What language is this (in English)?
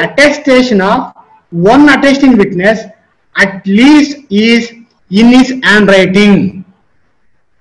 Kannada